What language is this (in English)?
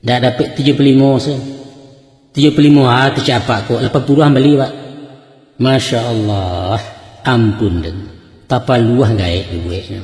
Minangkabau